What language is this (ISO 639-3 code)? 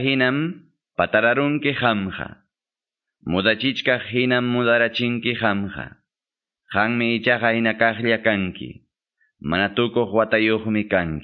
que